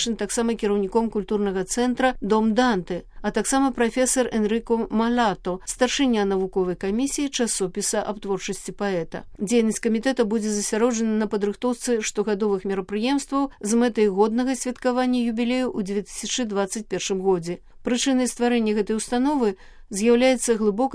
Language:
Belarusian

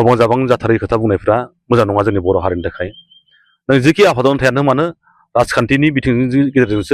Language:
Bodo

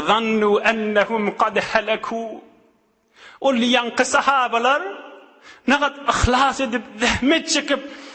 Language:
Turkmen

